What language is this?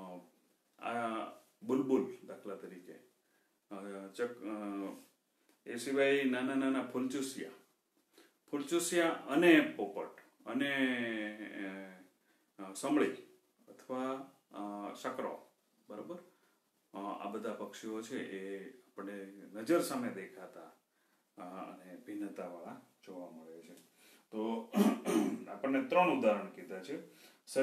Gujarati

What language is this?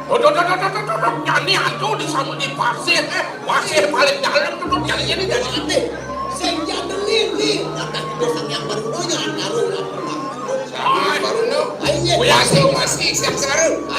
Balinese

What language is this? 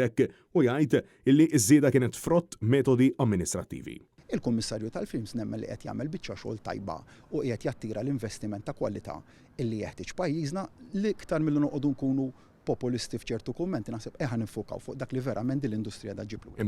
Maltese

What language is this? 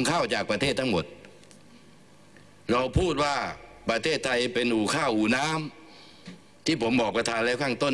Thai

